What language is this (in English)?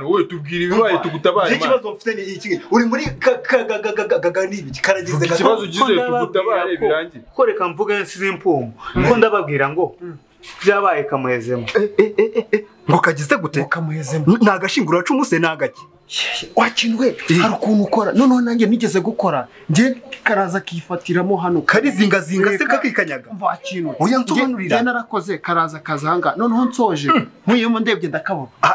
Kinyarwanda